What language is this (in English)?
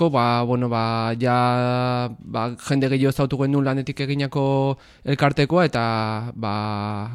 Basque